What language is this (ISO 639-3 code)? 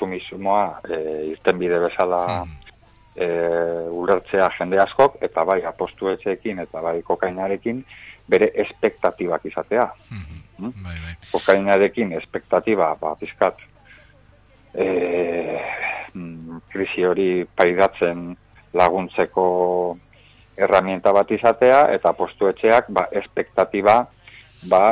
eus